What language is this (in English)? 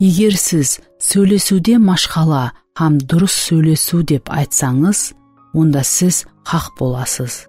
Kara-Kalpak